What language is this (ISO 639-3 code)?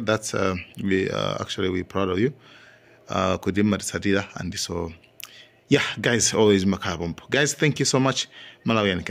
nya